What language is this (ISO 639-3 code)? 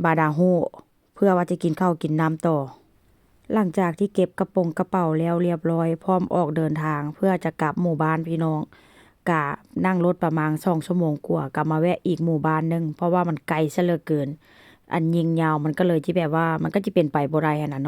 tts